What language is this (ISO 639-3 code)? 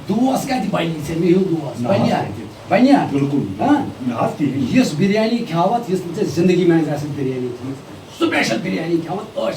kas